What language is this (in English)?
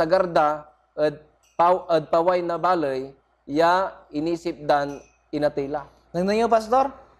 Pangasinan